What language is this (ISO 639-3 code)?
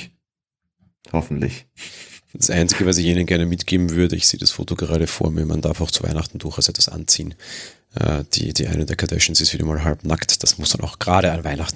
deu